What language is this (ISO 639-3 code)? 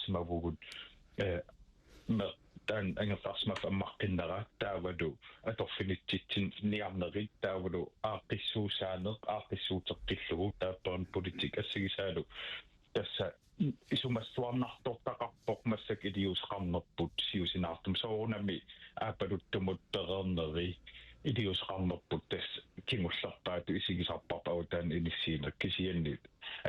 kal